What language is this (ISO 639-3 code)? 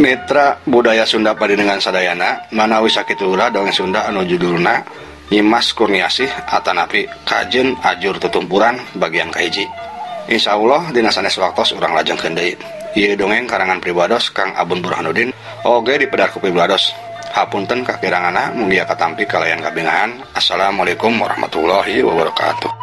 sun